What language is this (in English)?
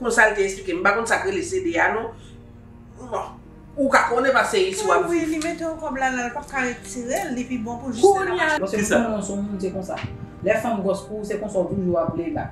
Haitian Creole